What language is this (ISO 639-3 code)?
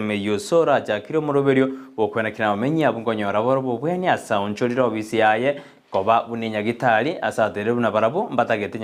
guz